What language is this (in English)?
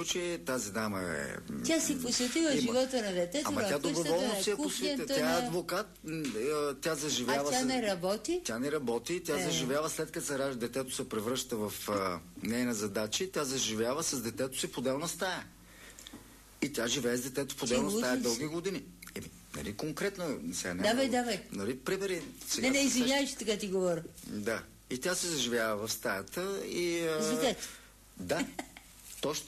Bulgarian